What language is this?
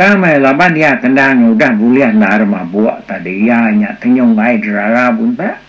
Iban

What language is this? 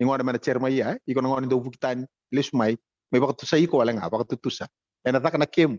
Fijian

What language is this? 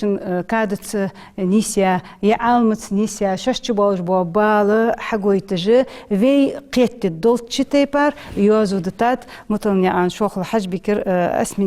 Ingush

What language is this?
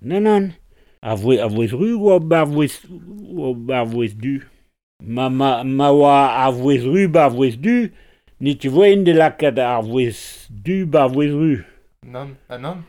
Breton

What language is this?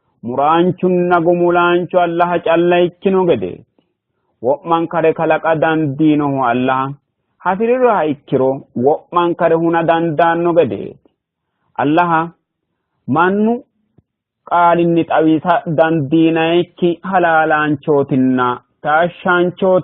Sidamo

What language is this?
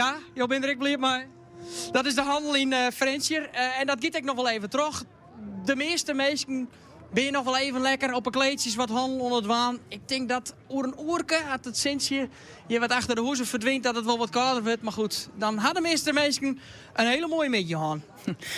Western Frisian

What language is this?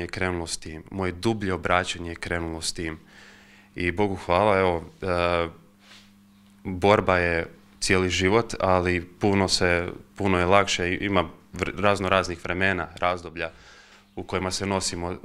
Croatian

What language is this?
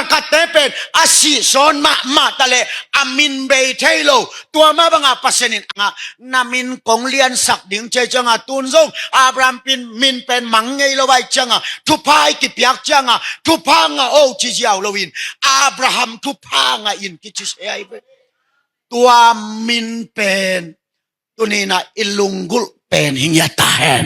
Tedim Chin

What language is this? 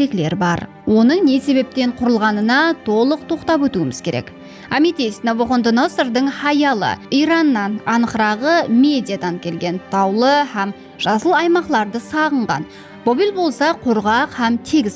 Kara-Kalpak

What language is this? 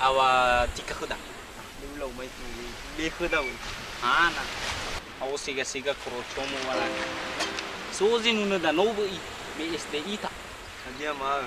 Nias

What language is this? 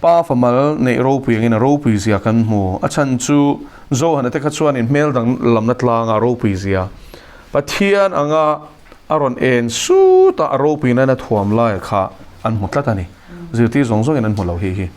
Mizo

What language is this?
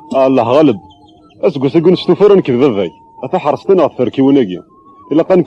Kabyle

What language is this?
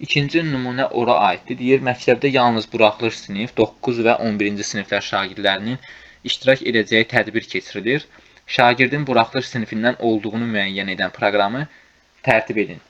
Azerbaijani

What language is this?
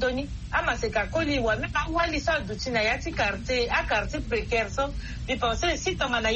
Sango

